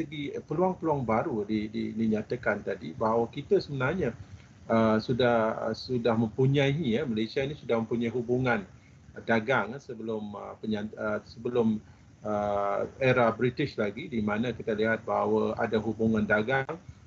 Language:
Malay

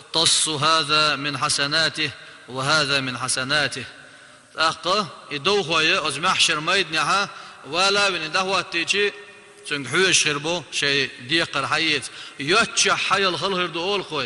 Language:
Chechen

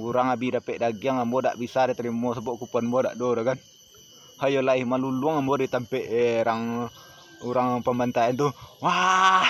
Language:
Minangkabau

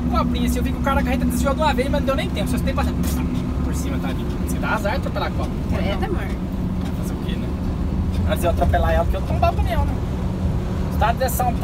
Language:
Portuguese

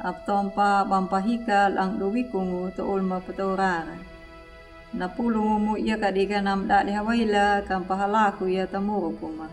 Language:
Anakalangu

